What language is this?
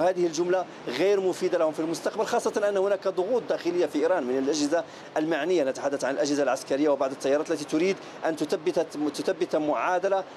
Arabic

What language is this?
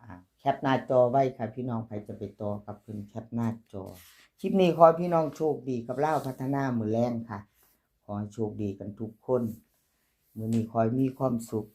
Northeastern Thai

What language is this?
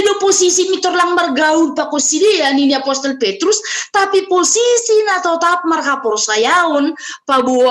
Batak Simalungun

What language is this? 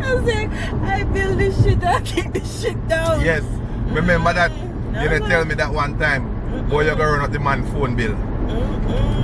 Jamaican Creole English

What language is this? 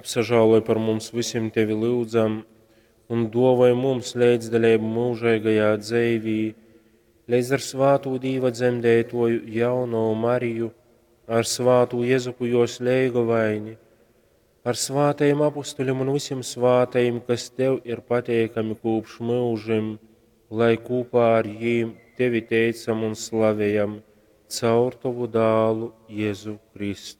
Latgalian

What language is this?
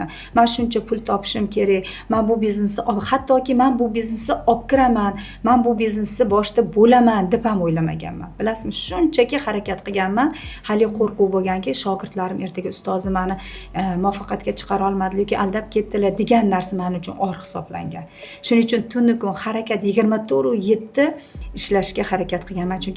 Uzbek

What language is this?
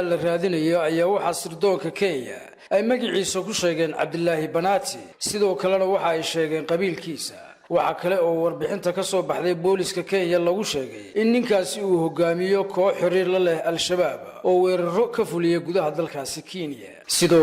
Somali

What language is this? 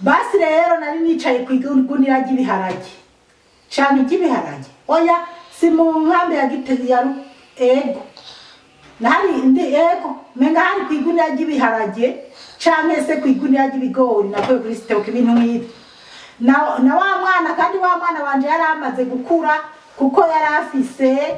Rundi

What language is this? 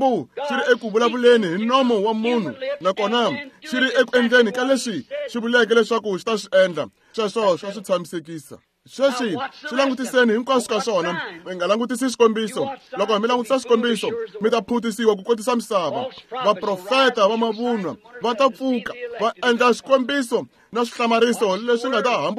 Tsonga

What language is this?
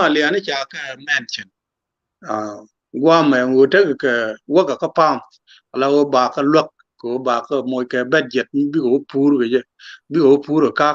Nuer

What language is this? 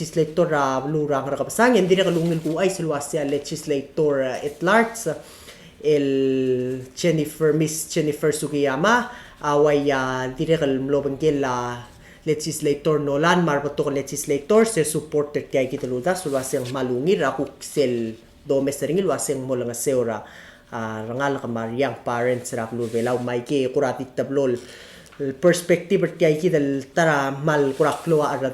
Palauan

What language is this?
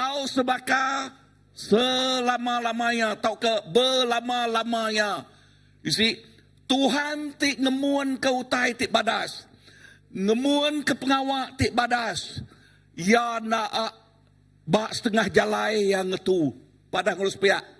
Iban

